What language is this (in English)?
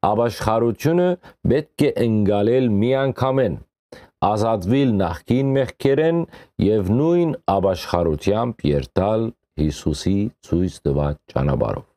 Western Armenian